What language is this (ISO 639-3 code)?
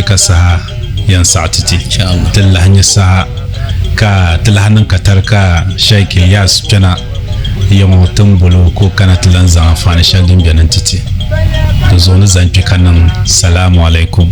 dag